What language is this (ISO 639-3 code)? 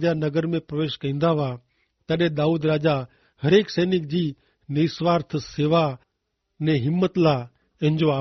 kfr